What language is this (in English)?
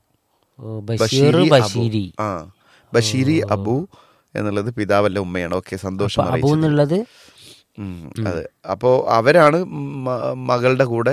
Malayalam